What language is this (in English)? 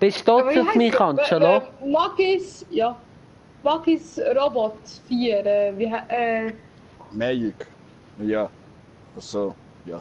Swiss German